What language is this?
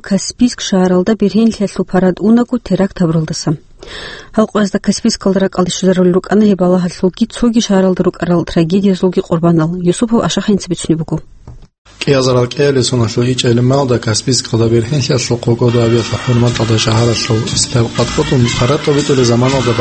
Avaric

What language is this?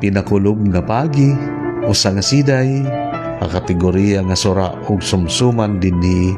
Waray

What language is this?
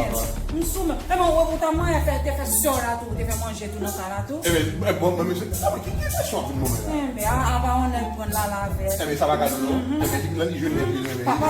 Haitian Creole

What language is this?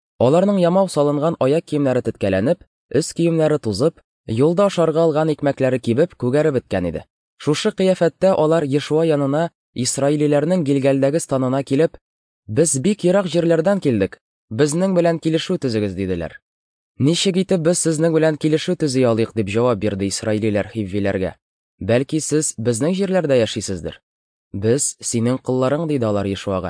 Tatar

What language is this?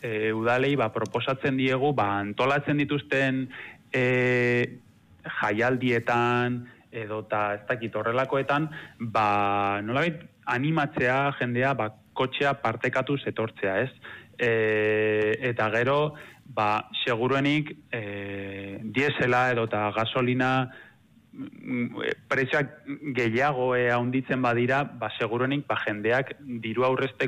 Basque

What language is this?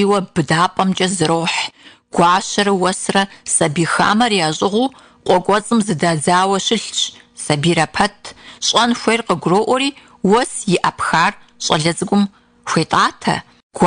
Kabardian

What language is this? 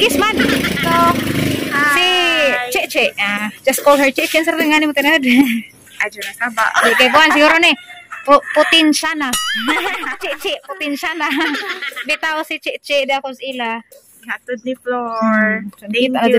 Cebuano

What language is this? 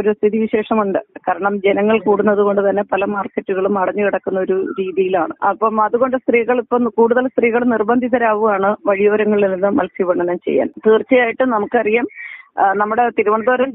Malayalam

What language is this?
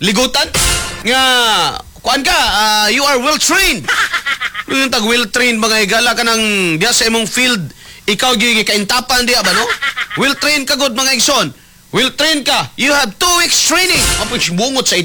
Cebuano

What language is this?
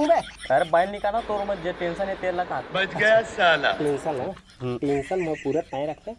Chhattisgarhi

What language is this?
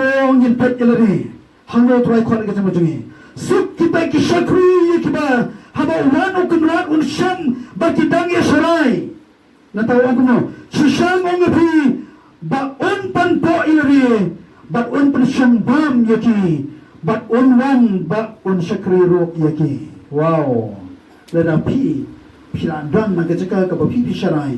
Khasi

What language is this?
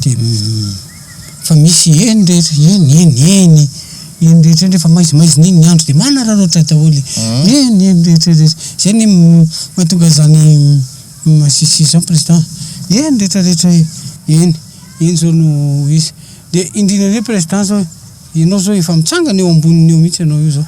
Malagasy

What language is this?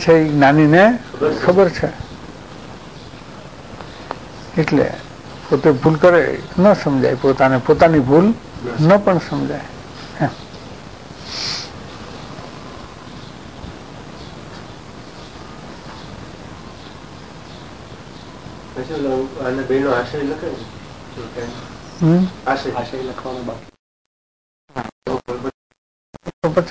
Gujarati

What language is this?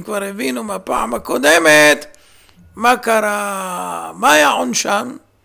Hebrew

